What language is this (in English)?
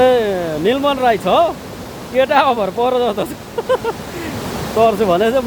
Nepali